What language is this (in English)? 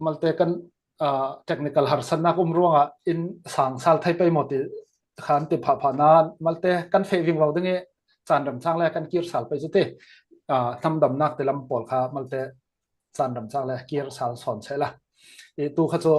Falam Chin